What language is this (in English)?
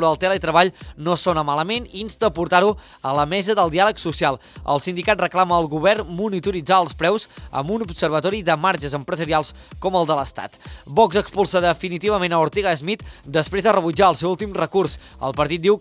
Catalan